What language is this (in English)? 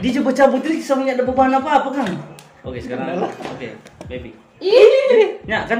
Manado Malay